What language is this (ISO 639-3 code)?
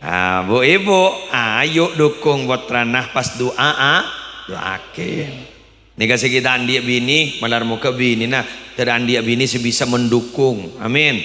mad